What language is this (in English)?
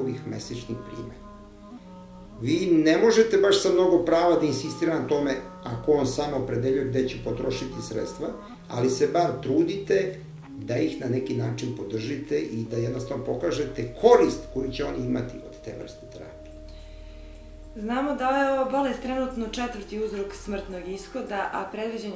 Serbian